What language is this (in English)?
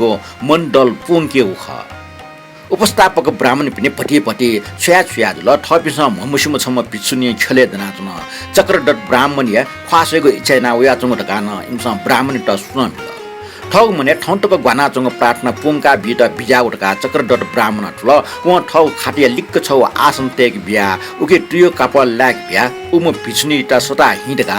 Newari